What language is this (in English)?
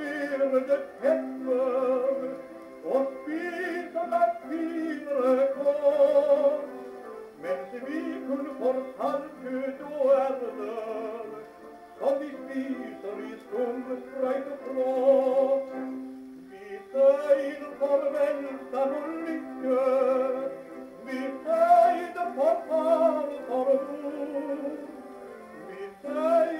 Norwegian